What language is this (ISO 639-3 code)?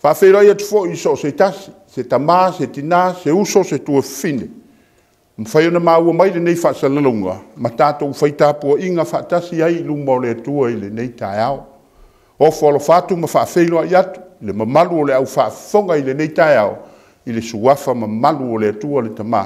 smo